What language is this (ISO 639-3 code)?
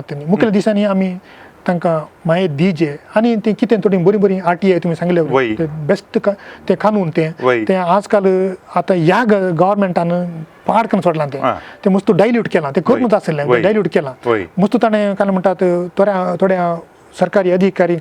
kok